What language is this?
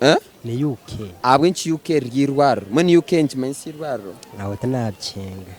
Nyankole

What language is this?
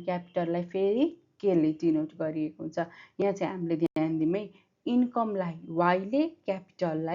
Nepali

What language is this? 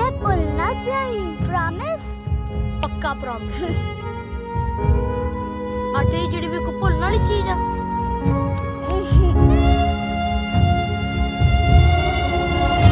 Punjabi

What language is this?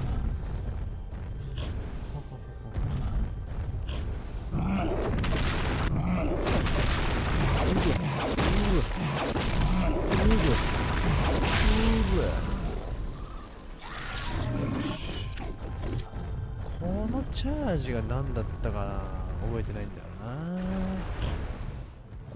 Japanese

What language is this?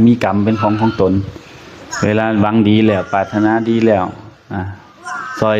Northeastern Thai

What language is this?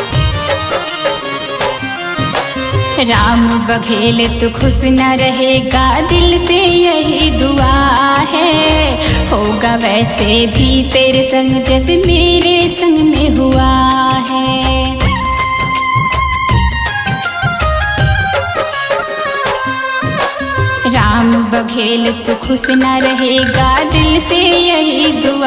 Hindi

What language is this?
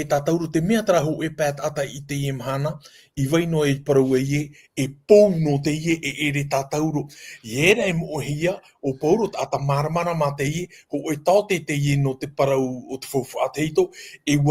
Tahitian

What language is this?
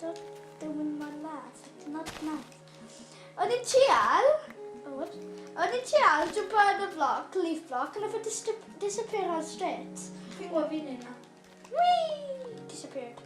Welsh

